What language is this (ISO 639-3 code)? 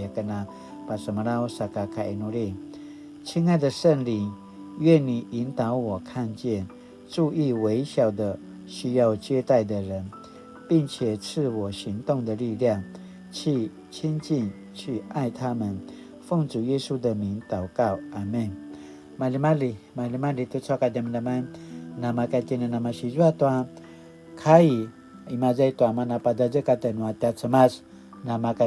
pwn